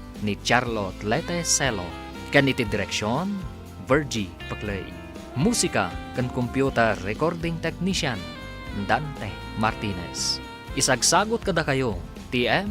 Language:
Iloko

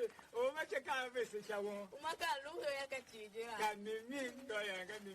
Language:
Tiv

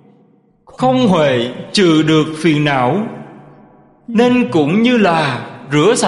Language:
Vietnamese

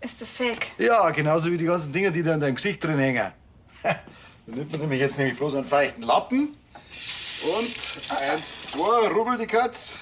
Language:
Bavarian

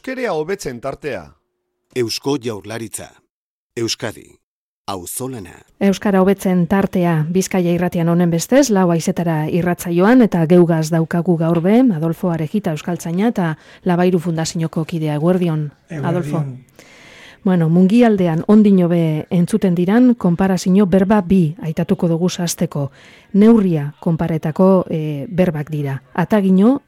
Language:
Basque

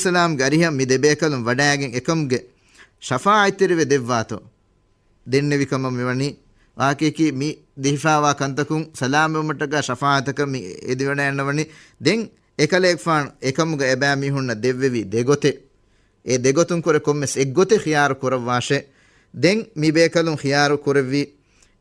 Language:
Divehi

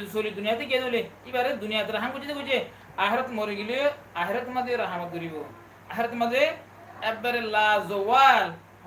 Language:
Rohingya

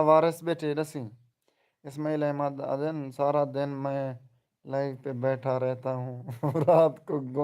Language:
Saraiki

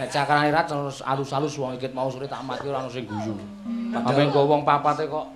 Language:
Javanese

